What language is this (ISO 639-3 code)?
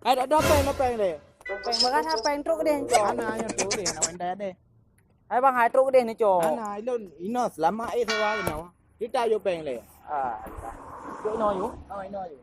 ace